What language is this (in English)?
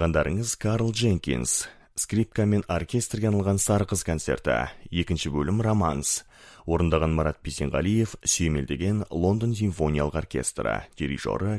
Kazakh